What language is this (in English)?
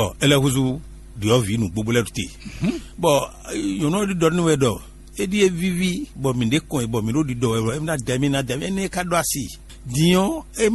Fon